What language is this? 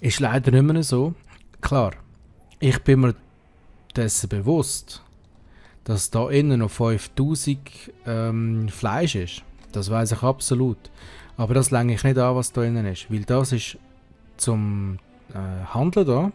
Swiss German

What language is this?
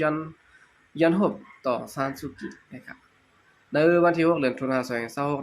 Shan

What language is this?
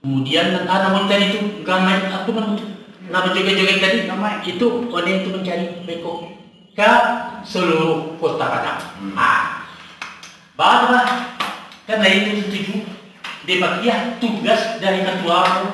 Minangkabau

